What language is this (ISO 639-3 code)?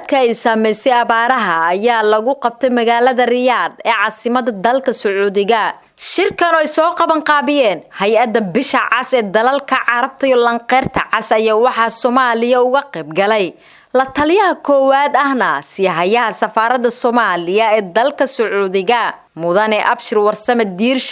som